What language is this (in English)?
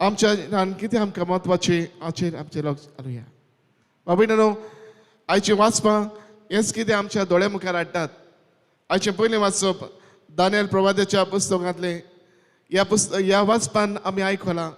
Konkani